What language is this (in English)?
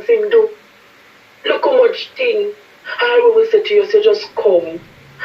Jamaican Creole English